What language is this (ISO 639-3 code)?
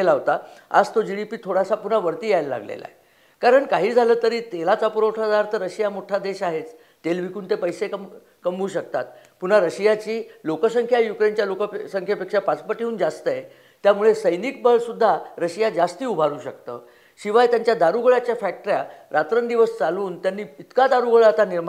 mar